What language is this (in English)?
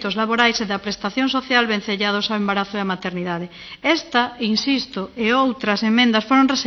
Galician